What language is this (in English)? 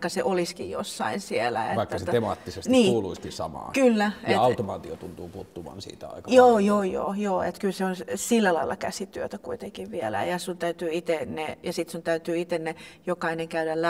Finnish